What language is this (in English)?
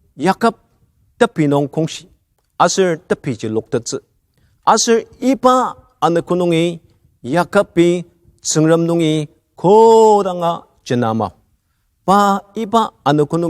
Ao Naga